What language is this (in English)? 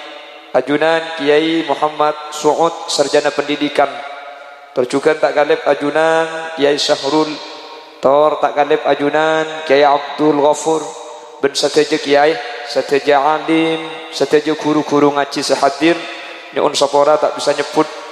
Madurese